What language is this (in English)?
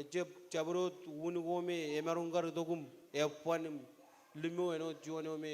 Marshallese